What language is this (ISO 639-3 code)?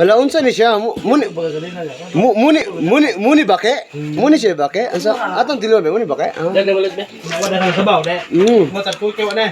ceb